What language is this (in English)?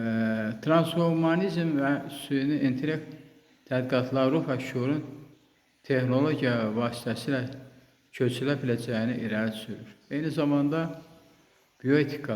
Azerbaijani